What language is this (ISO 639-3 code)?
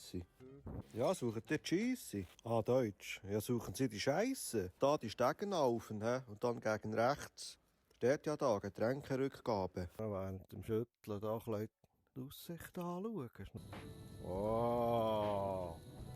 gsw